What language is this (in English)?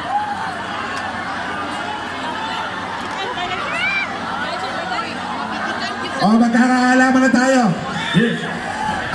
Filipino